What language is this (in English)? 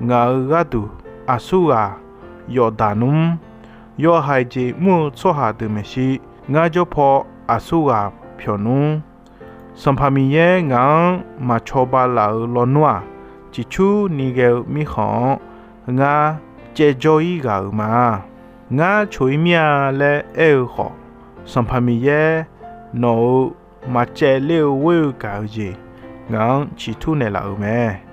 Akha